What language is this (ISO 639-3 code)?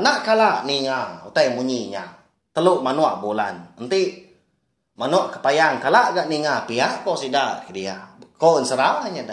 iba